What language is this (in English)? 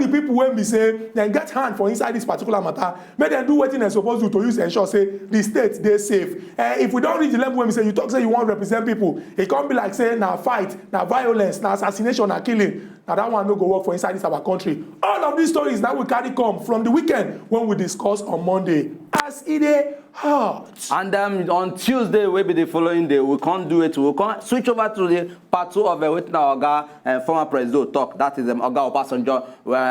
Nigerian Pidgin